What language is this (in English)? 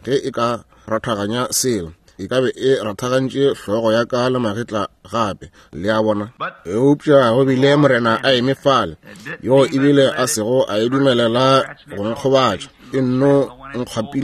Northern Sotho